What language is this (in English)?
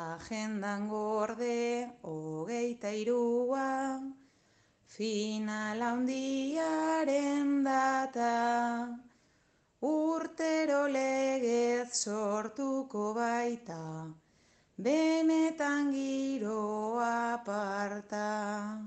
Basque